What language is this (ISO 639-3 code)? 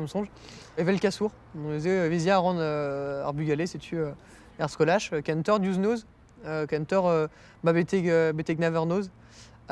bre